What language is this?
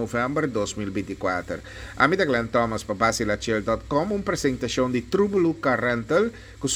Papiamento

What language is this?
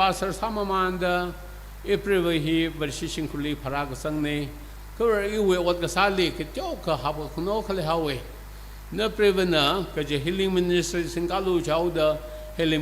Tangkhul Naga (India)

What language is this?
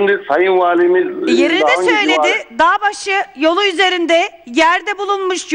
Turkish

